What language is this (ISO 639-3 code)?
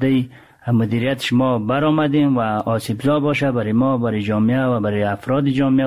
fas